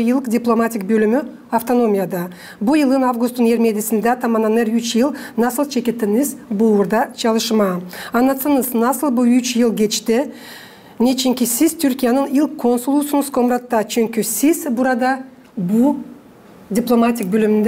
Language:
Gagauz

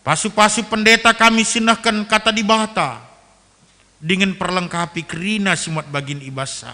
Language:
Batak Karo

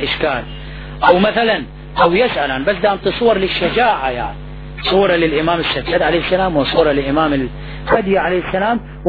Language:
Arabic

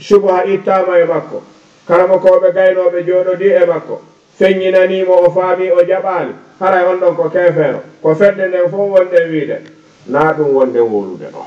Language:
Fula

